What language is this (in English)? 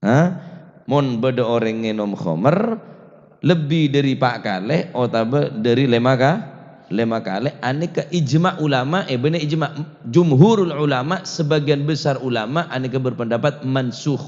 Madurese